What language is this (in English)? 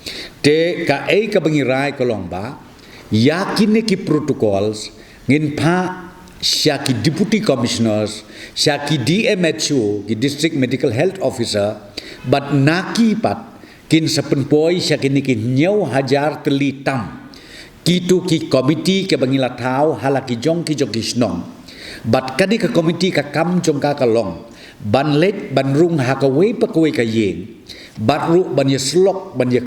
Khasi